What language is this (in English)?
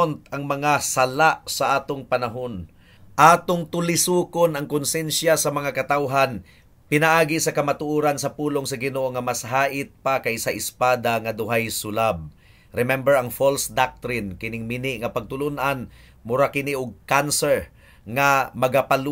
Cebuano